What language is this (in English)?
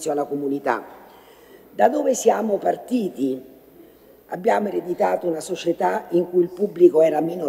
Italian